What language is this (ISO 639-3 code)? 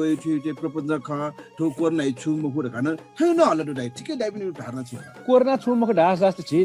new